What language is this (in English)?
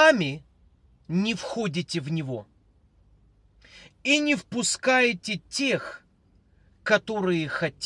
Russian